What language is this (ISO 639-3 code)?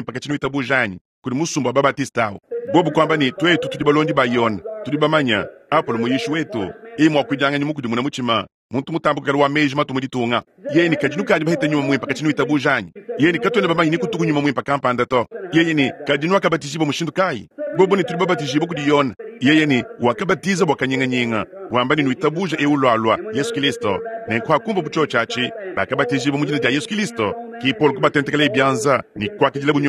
lua